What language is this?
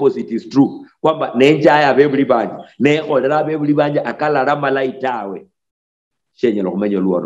Luyia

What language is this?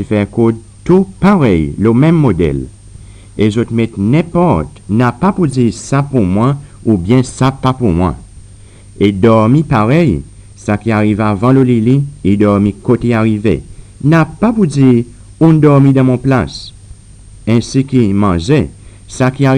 Seselwa Creole French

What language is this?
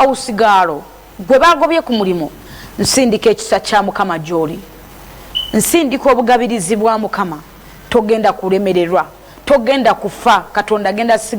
Ganda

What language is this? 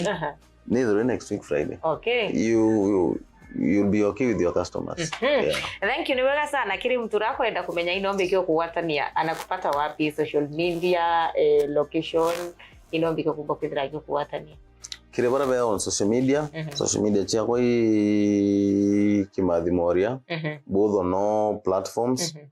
Meru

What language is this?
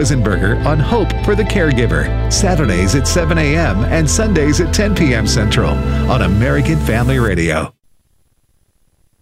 English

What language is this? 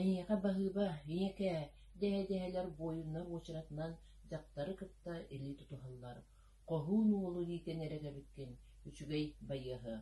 Yakut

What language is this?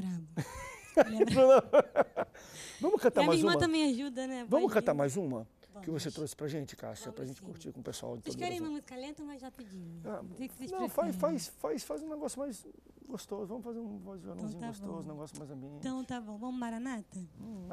Portuguese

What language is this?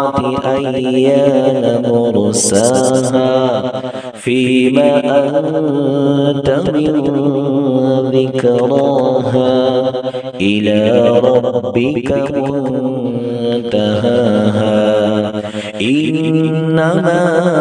Arabic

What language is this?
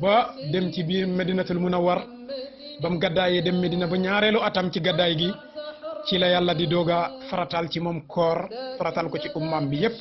Wolof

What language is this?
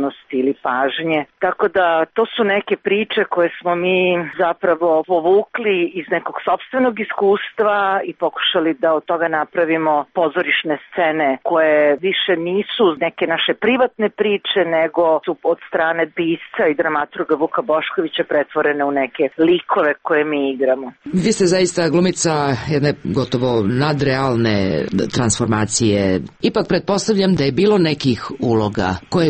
Serbian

